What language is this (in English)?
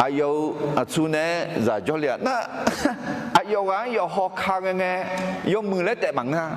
Akha